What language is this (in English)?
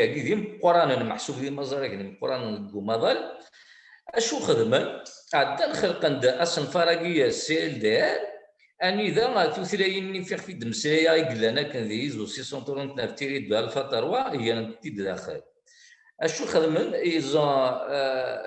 Kabyle